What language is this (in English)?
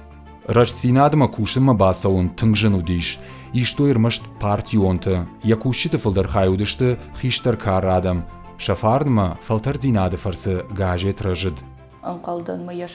Ossetic